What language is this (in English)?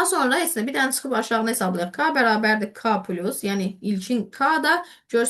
Azerbaijani